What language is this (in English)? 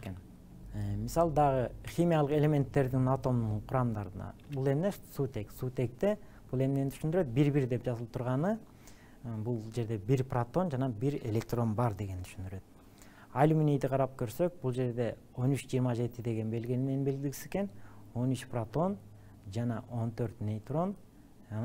Kyrgyz